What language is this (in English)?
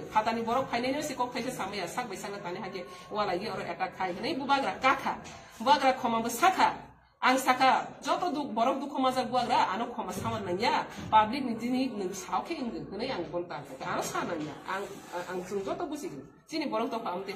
Riang (India)